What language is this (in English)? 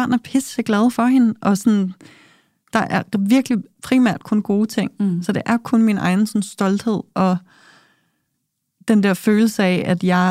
Danish